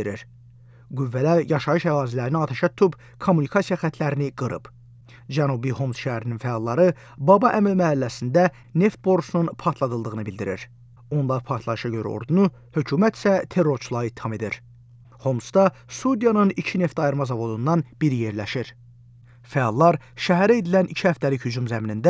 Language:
Azerbaijani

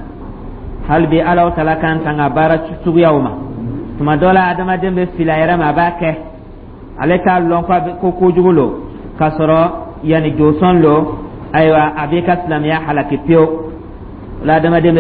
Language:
Dyula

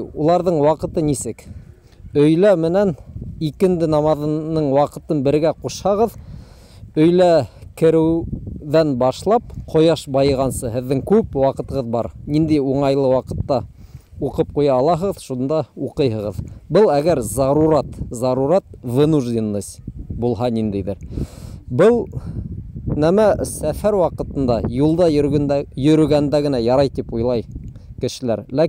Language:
Bashkir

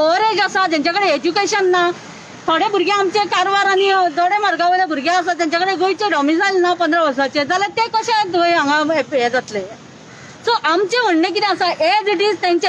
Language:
Konkani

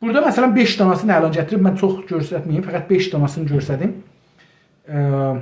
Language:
South Azerbaijani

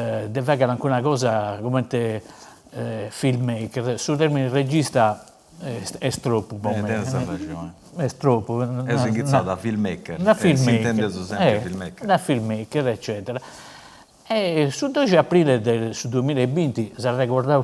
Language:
Sardinian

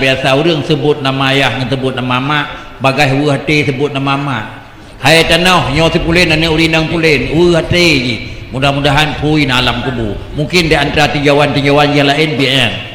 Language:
Achinese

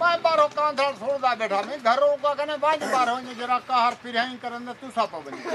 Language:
Saraiki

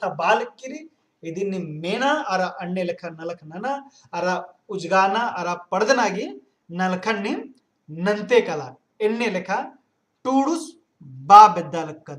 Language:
Kurukh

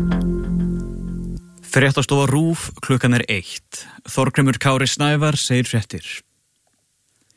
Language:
Icelandic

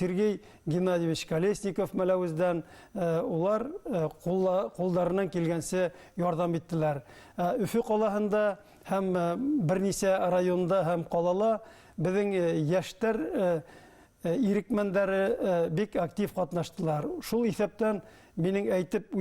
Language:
Bashkir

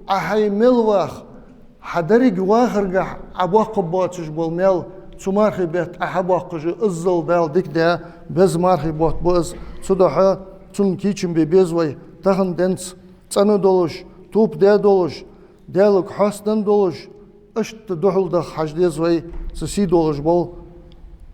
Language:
Ingush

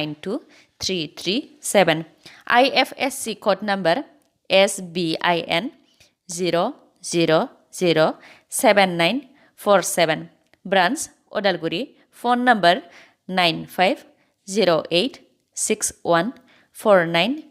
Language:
Bodo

